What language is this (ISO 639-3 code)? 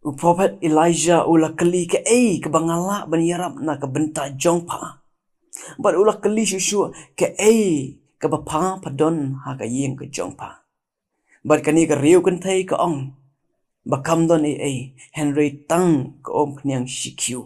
kha